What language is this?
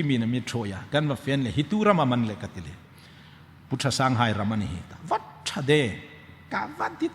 Hmar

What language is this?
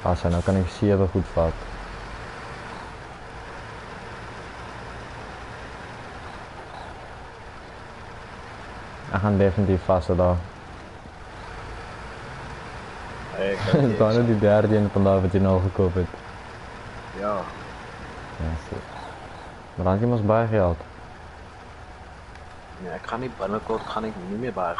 Afrikaans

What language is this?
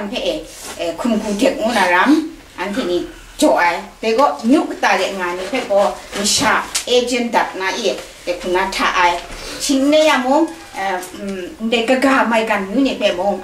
Kachin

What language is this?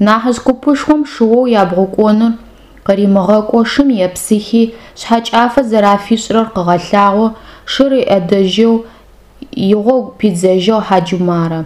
Adyghe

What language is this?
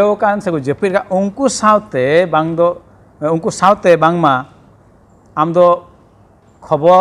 Santali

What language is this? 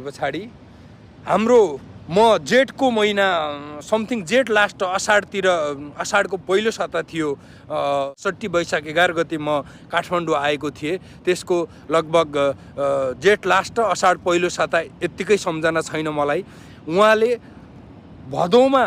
Nepali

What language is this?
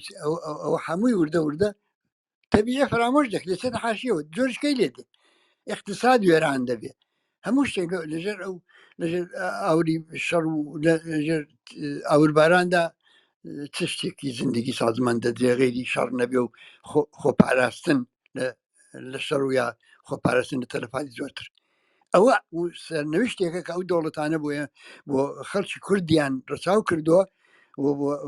Central Kurdish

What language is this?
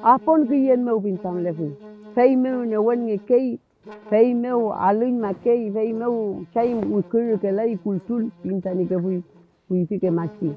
Mapuche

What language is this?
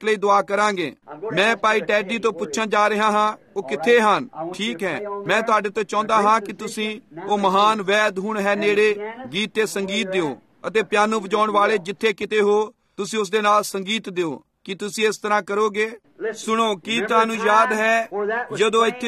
Punjabi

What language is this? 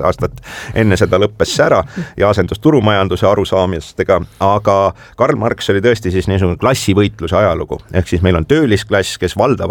Estonian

